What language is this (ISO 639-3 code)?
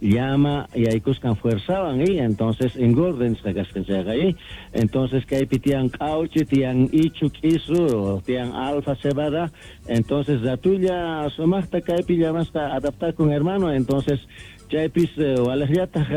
que